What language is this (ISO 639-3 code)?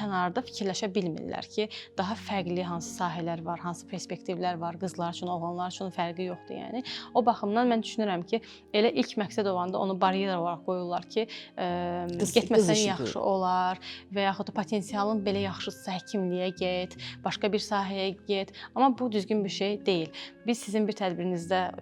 aze